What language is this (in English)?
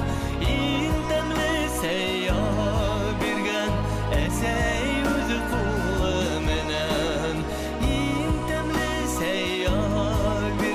Bashkir